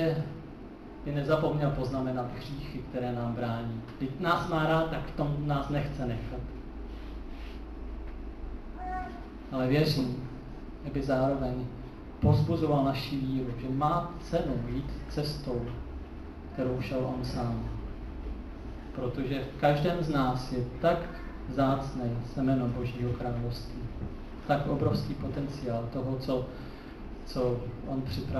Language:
Czech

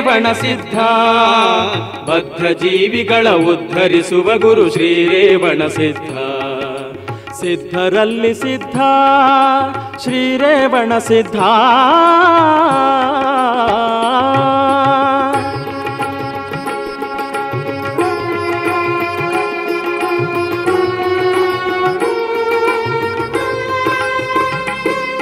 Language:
Kannada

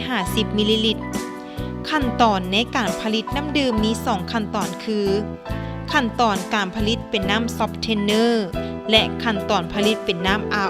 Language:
Lao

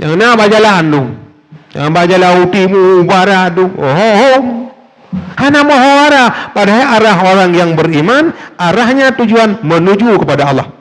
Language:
Achinese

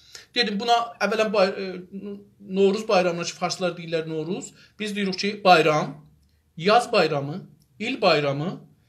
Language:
South Azerbaijani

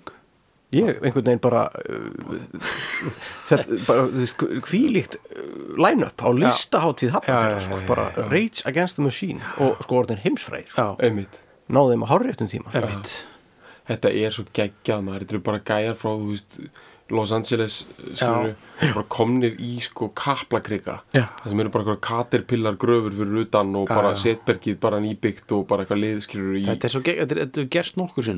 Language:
Icelandic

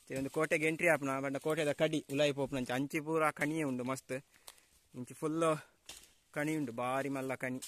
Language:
Tulu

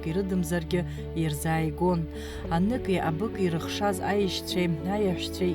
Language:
Abkhazian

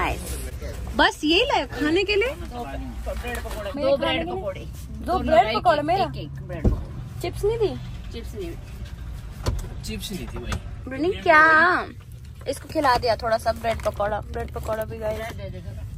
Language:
Hindi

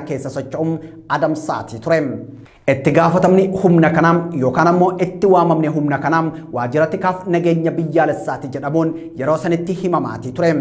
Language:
Oromo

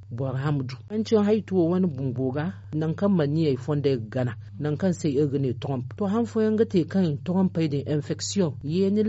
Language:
Zarma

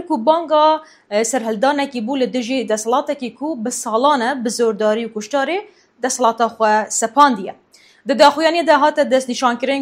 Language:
Kurdish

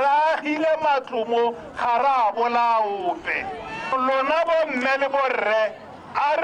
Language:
Tswana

